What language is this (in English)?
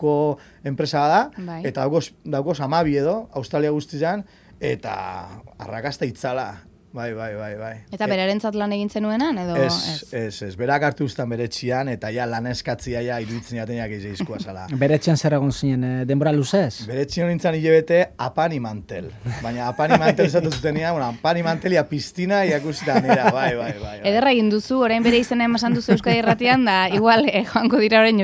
Basque